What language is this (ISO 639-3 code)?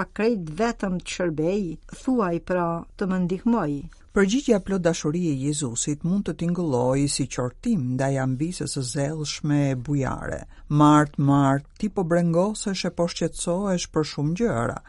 sqi